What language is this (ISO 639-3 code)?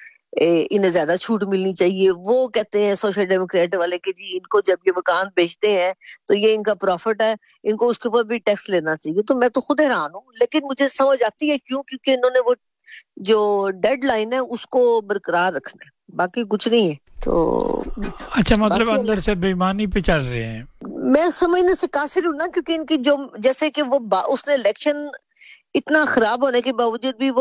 urd